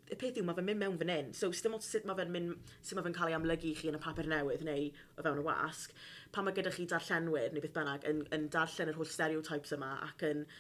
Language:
Welsh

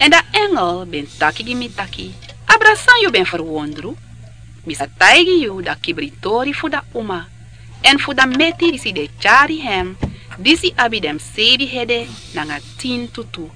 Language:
Sranan Tongo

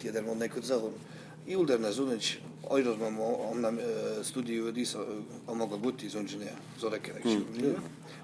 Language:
Ossetic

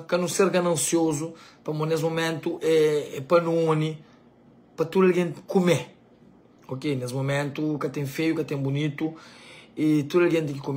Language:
Kabuverdianu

